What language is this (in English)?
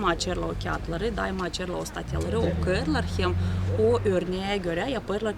Gagauz